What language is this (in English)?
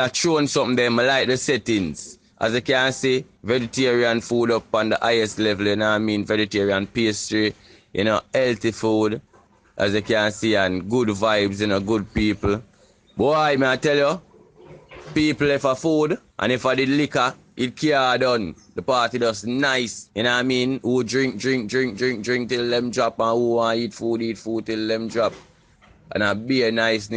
Jamaican Creole English